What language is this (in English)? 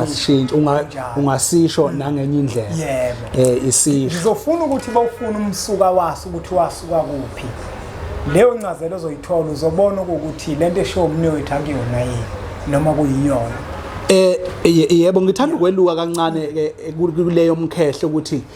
Zulu